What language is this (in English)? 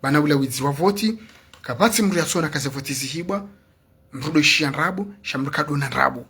Ngazidja Comorian